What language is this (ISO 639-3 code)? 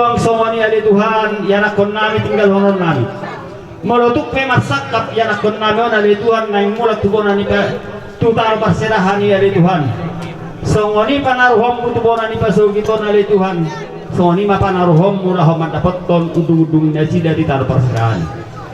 bbc